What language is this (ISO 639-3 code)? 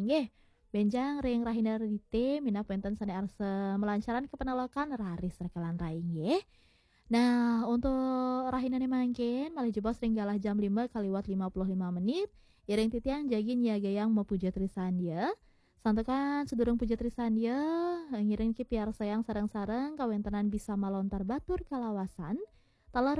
ban